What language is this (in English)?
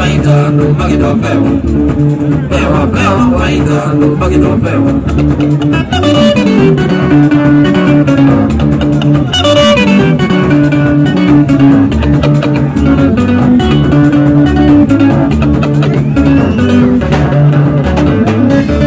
Swahili